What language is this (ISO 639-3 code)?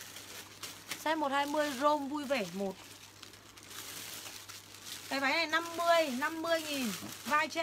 vie